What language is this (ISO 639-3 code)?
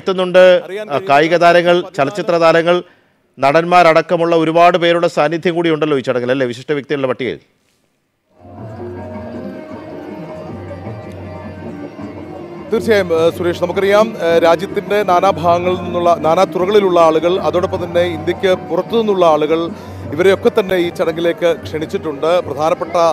mal